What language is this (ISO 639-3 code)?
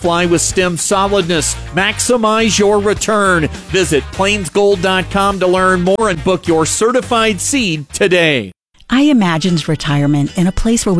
eng